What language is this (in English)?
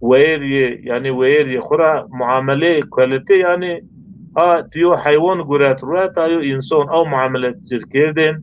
Zaza